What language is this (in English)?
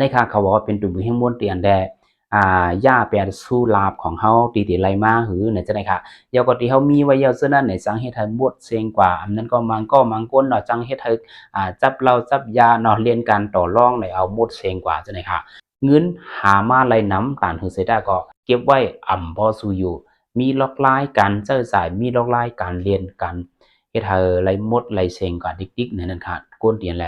Shan